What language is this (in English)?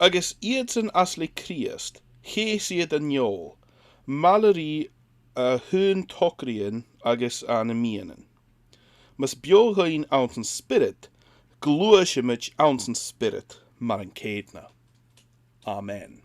Scottish Gaelic